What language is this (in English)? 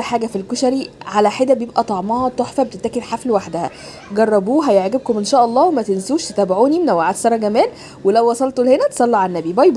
Egyptian Arabic